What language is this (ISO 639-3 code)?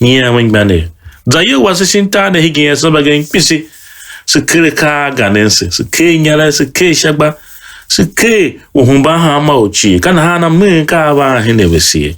tiv